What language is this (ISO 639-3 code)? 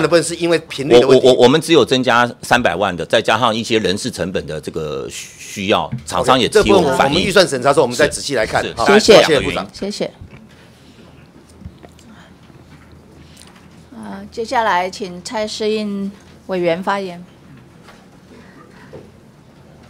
zho